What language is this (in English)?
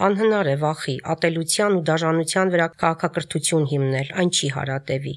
Armenian